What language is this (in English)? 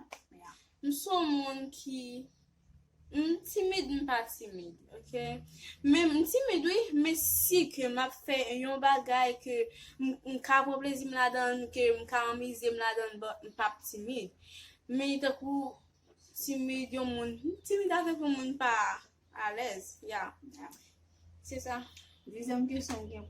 Haitian Creole